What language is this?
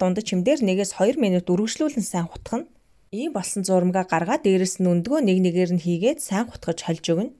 Mongolian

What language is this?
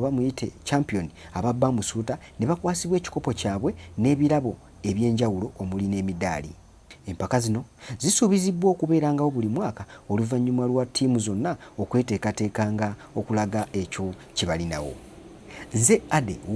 Ganda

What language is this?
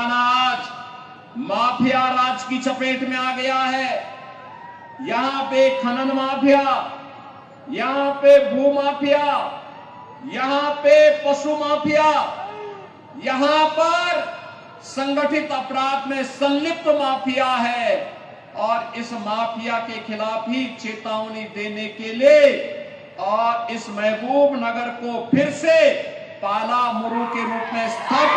Hindi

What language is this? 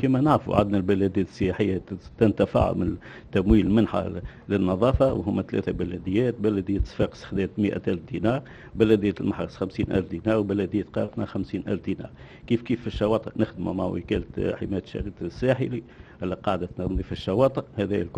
Tunisian Arabic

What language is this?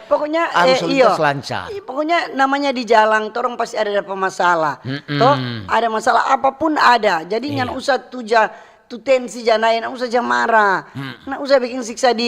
Manado Malay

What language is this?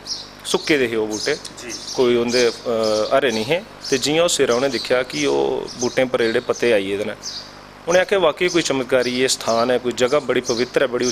Dogri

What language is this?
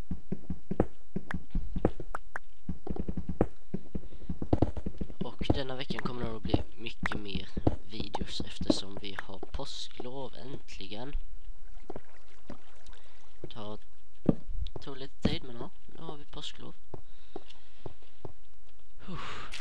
Swedish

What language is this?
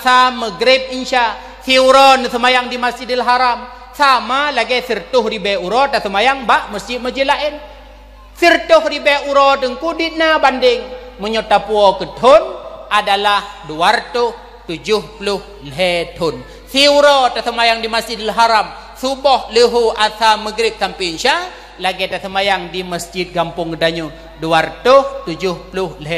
Achinese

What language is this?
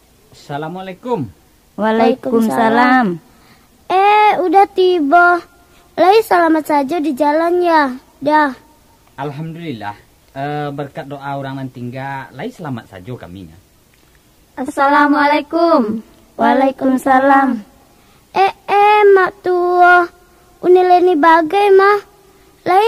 Minangkabau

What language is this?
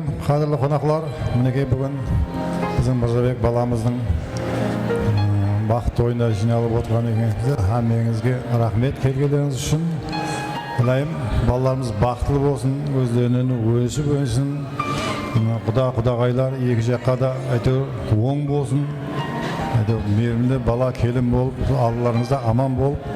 Kara-Kalpak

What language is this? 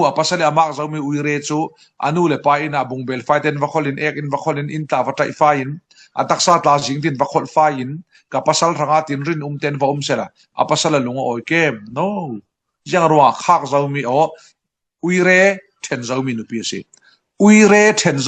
Falam Chin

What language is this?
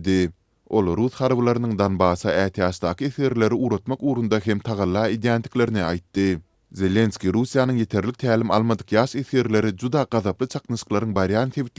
Turkmen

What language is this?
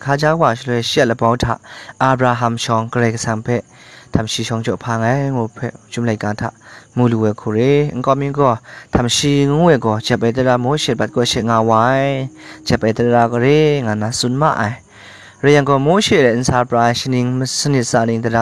Kachin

